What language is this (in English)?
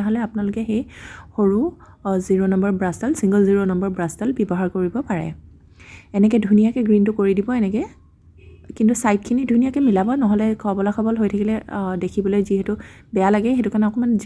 Assamese